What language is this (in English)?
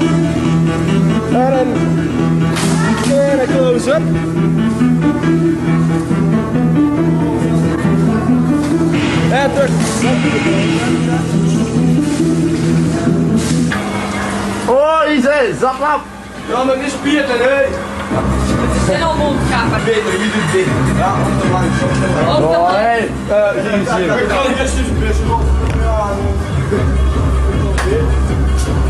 Dutch